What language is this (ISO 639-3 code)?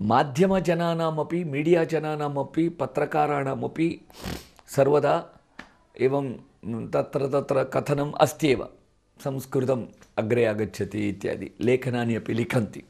san